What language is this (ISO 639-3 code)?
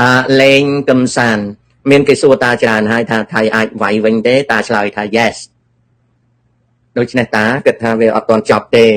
khm